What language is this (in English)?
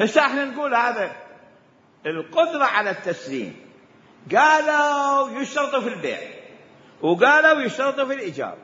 Mesopotamian Arabic